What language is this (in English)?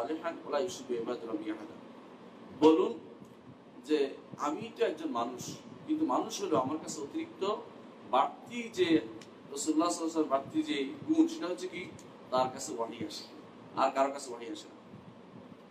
Bangla